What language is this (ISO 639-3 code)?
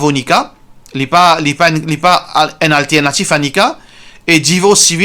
mfe